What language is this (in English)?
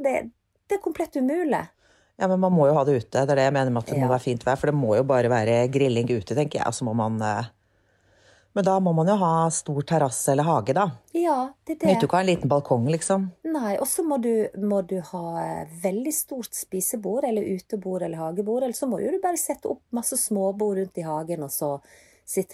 Norwegian